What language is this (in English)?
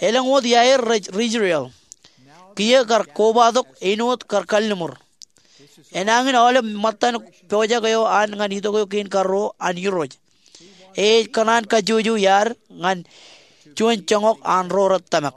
Marshallese